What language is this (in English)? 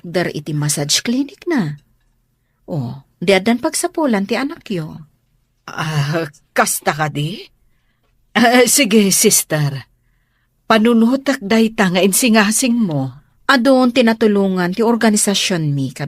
Iloko